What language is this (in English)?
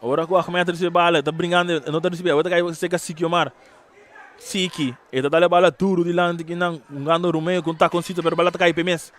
Papiamento